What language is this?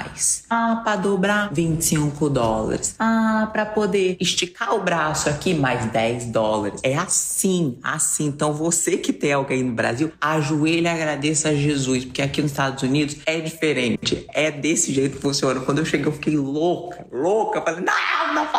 Portuguese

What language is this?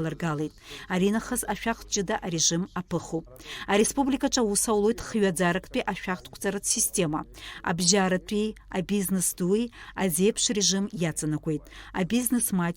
Abkhazian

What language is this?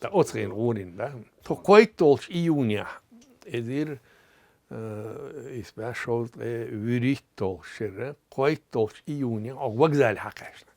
Chechen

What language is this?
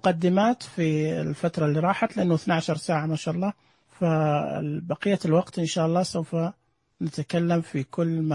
Najdi Arabic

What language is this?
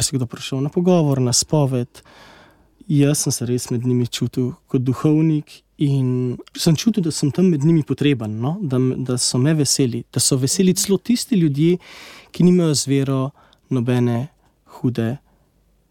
Slovenian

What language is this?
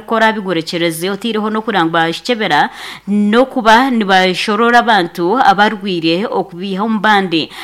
Nyankole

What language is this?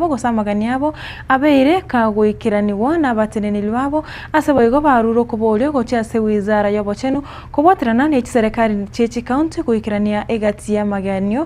Gusii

